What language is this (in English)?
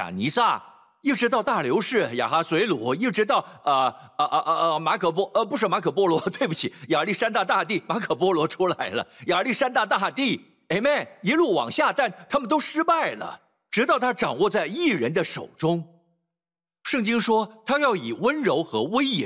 Chinese